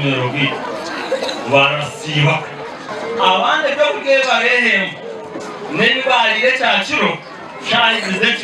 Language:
Nyankole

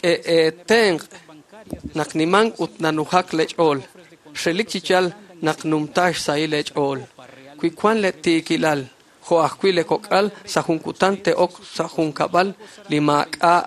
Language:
Kekchí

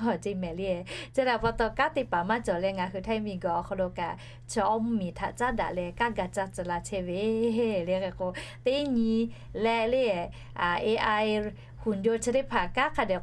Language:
Lahu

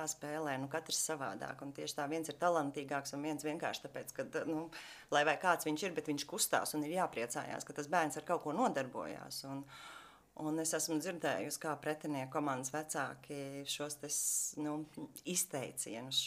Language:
Latvian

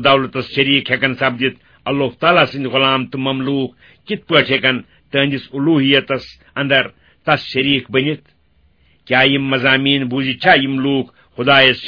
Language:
Kashmiri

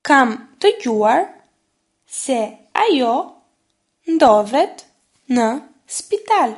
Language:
Albanian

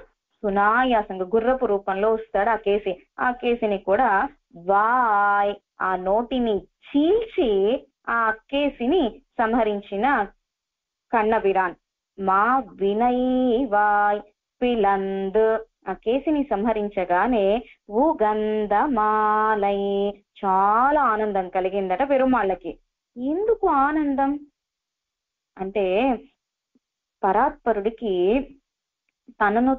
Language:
Telugu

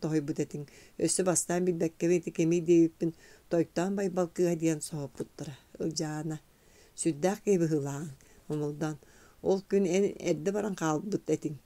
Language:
Yakut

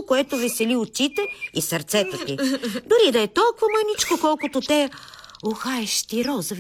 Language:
Bulgarian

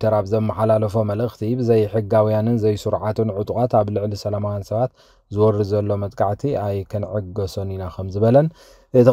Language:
Tigrinya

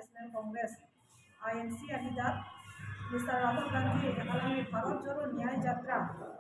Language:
Karbi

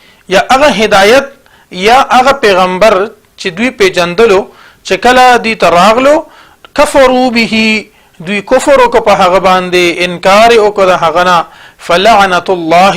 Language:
Pashto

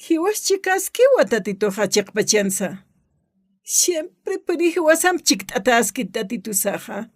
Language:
Aymara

